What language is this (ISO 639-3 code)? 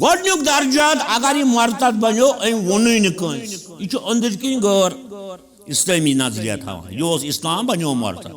kas